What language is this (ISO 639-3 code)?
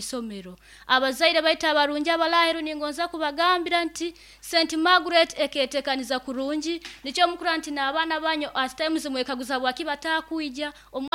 nyo